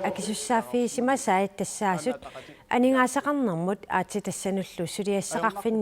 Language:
Kalaallisut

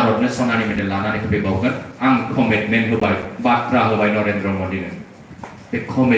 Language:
Bodo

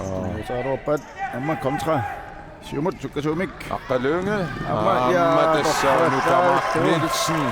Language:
Kalaallisut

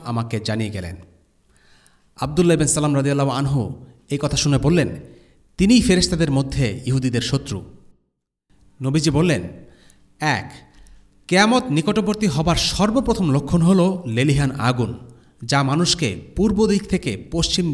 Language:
Bangla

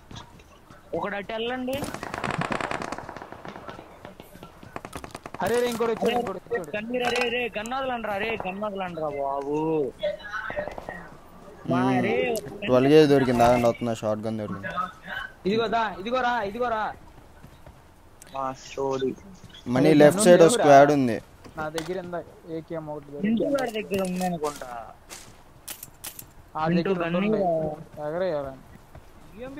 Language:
Telugu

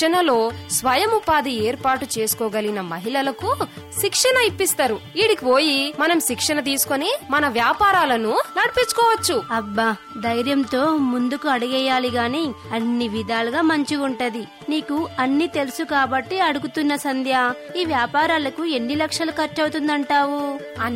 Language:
Telugu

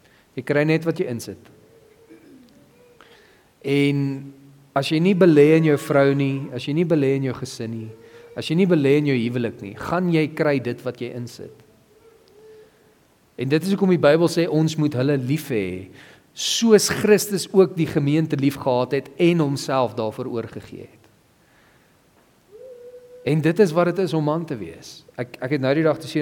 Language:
Afrikaans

